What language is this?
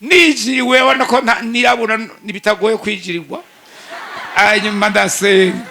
Rundi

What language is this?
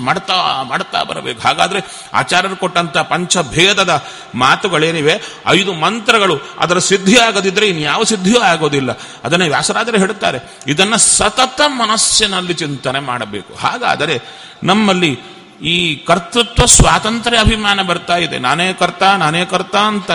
Kannada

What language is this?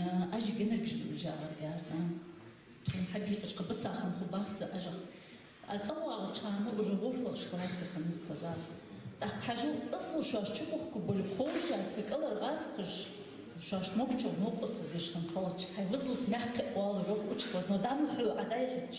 Ingush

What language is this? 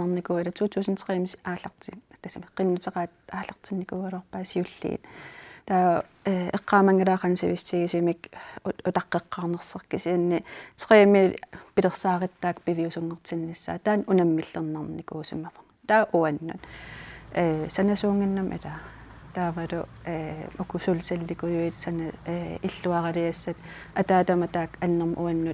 Kalaallisut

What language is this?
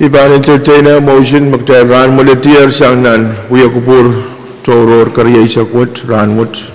Pohnpeian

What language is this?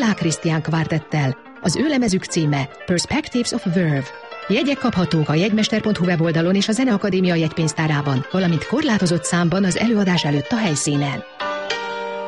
Hungarian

